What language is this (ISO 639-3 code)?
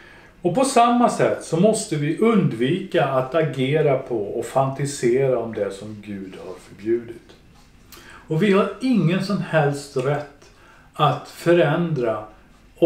swe